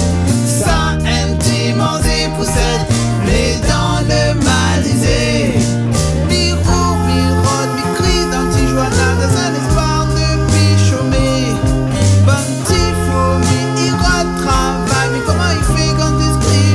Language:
Réunion Creole French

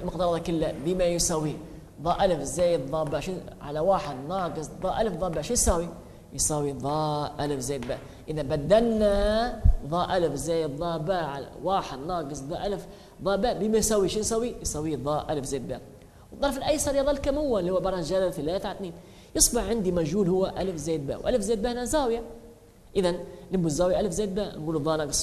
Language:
Arabic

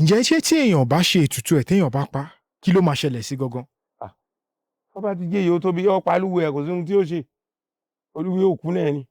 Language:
Yoruba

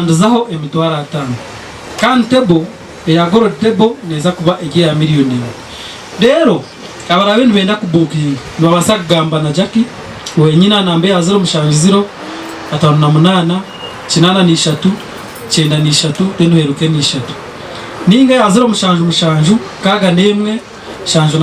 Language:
Nyankole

